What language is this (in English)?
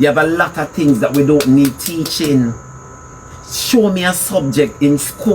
Jamaican Creole English